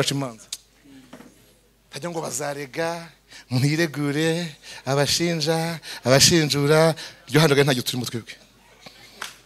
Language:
Kinyarwanda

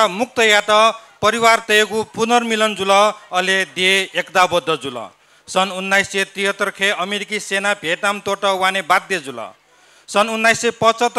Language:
Newari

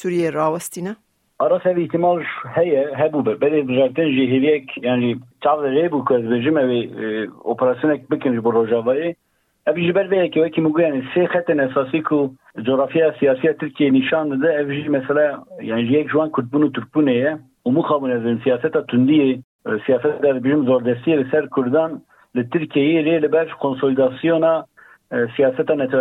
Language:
Kurdish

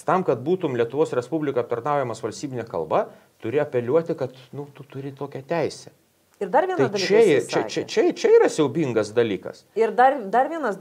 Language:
Lithuanian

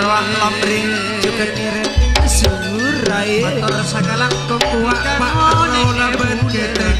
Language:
Madurese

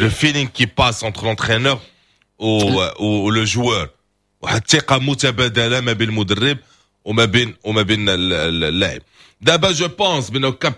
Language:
Moroccan Arabic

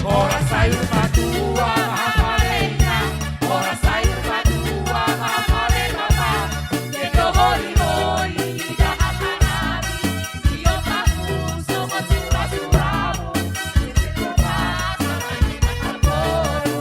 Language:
Batak Simalungun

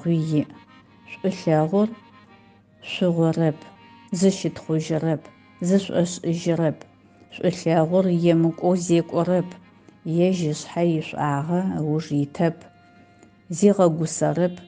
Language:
Adyghe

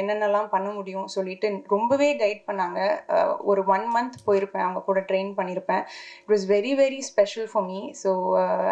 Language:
Tamil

